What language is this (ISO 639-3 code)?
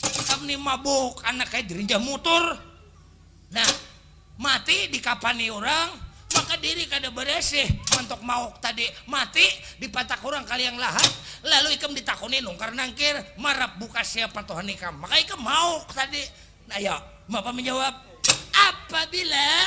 bjn